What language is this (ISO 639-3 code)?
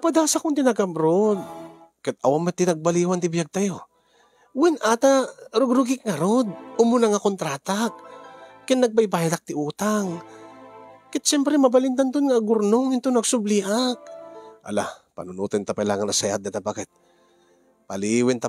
ilo